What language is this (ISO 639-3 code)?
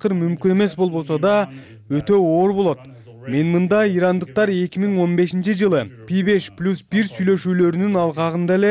kir